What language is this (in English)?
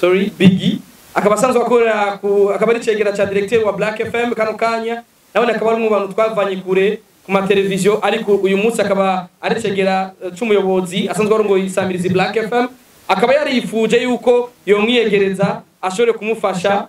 Rundi